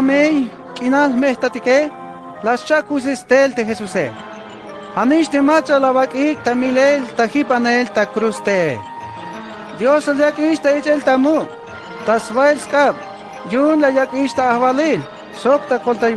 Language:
Tzeltal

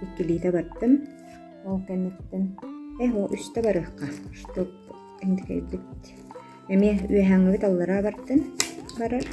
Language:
Yakut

